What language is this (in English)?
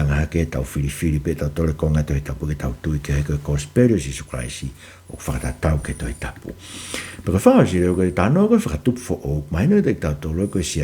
Tongan